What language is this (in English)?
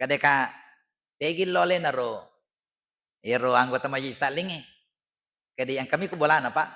Buginese